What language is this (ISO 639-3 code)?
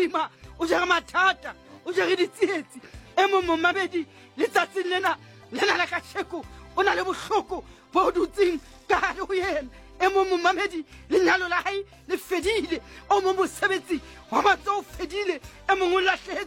sot